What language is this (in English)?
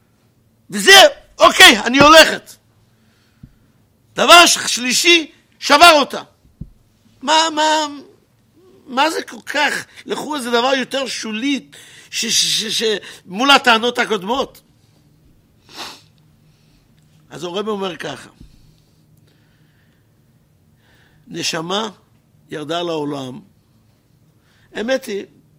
Hebrew